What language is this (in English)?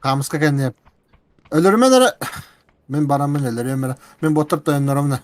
Yakut